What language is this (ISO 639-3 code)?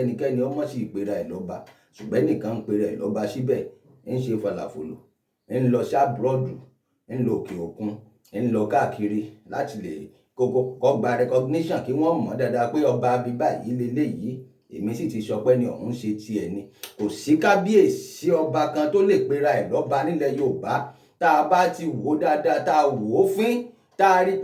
yor